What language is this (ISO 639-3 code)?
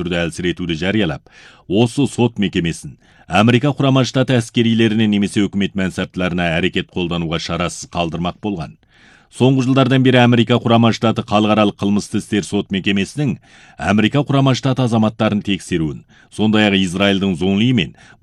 kaz